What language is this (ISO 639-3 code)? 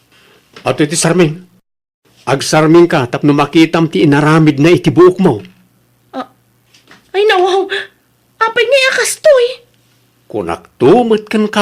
ilo